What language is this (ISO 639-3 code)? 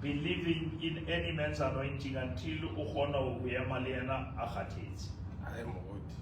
sot